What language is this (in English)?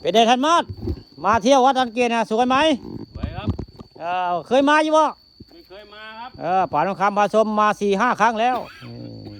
Northeastern Thai